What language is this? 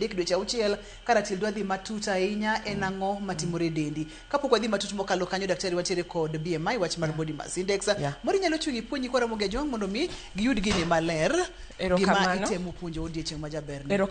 Luo (Kenya and Tanzania)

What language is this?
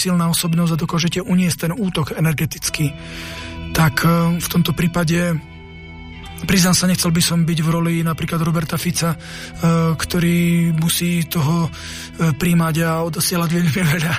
Slovak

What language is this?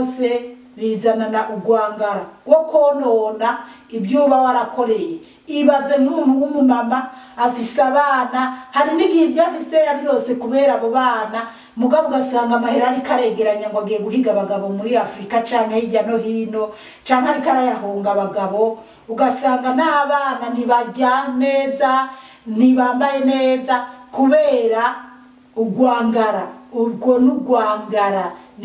Rundi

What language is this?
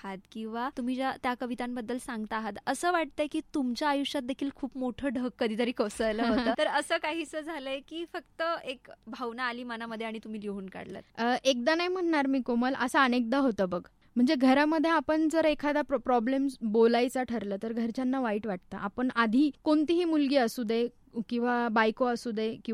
Marathi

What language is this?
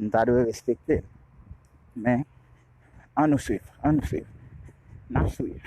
Haitian Creole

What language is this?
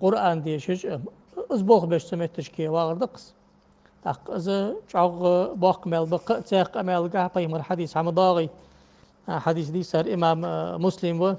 Ingush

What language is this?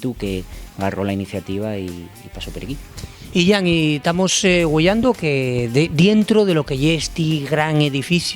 Asturian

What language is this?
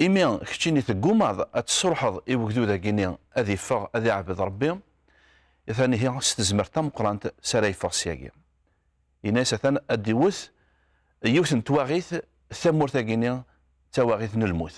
Kabyle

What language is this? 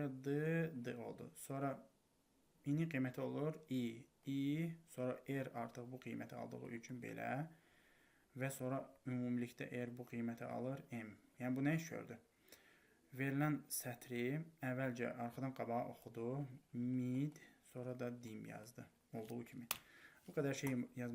Azerbaijani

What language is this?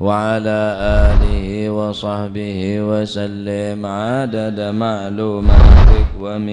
Madurese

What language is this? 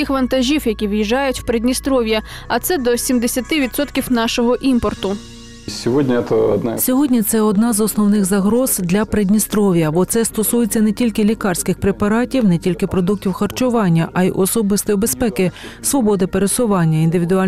Ukrainian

